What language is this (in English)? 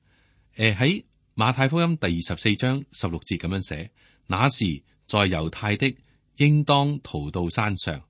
Cantonese